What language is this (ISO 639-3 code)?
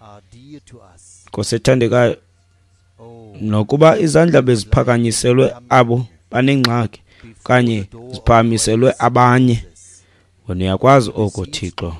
xho